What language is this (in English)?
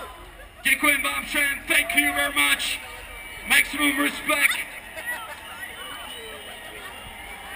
Czech